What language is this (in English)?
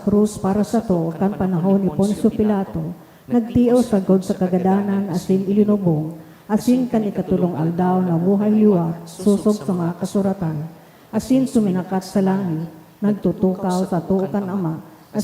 Bikol